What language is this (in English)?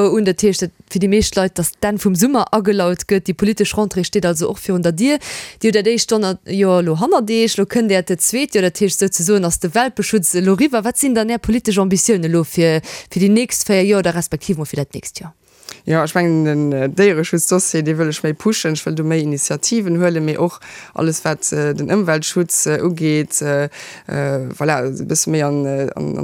Luxembourgish